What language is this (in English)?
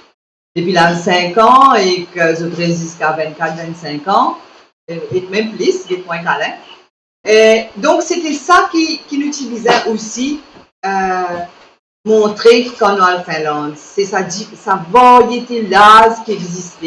Morisyen